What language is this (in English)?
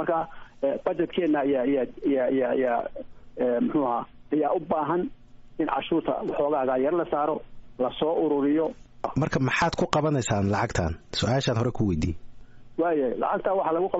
Somali